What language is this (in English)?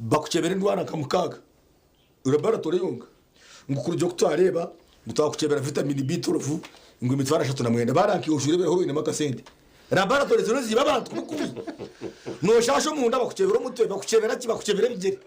Nyankole